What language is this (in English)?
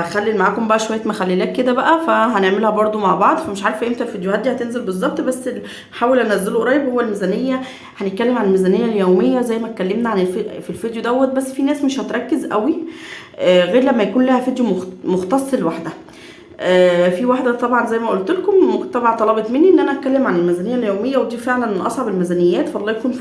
Egyptian Arabic